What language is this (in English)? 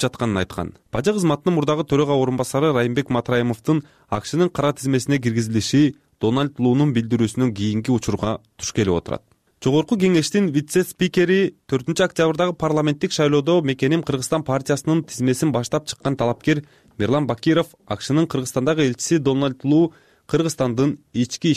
Kyrgyz